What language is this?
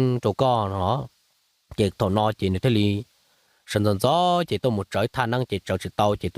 Hmong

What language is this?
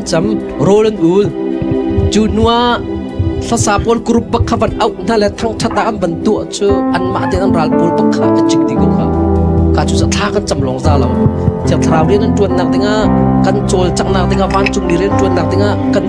Hakha Chin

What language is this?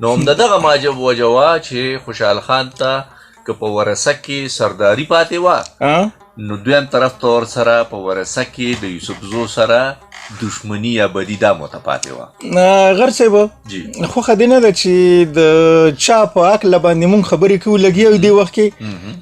Pashto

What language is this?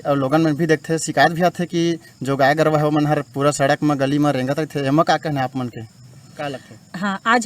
Chhattisgarhi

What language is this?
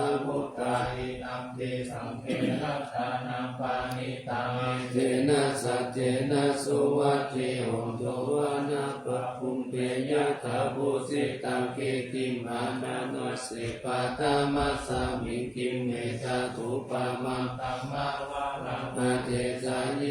Pali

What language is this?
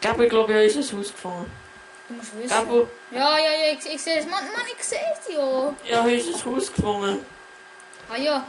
Swiss German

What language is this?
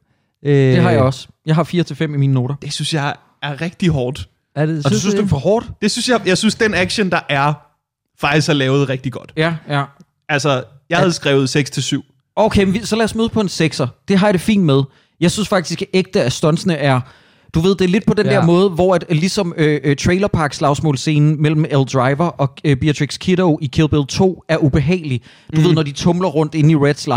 Danish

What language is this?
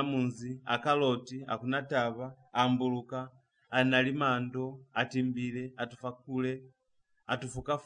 Lozi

